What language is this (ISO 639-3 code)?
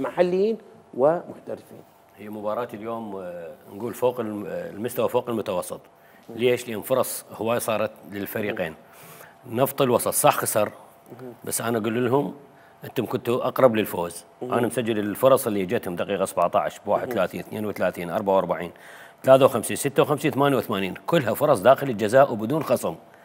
acm